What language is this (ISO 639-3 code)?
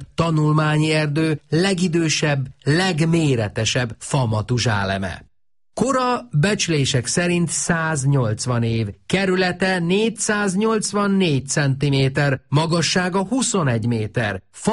hun